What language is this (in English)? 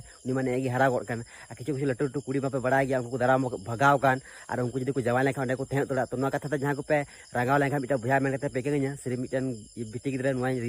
Santali